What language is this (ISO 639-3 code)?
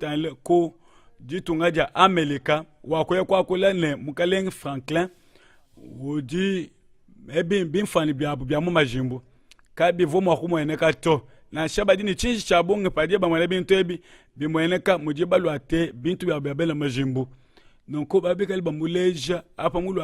lua